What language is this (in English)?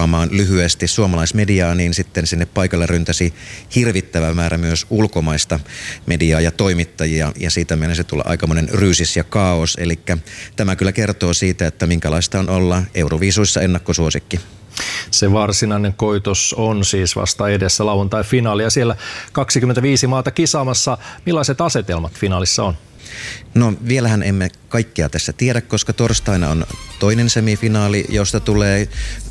Finnish